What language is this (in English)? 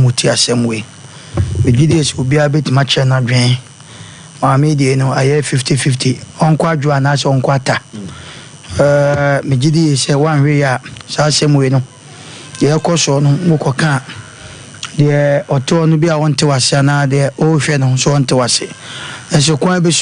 Akan